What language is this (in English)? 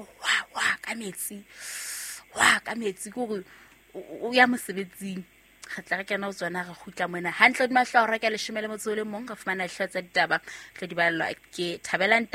Southern Sotho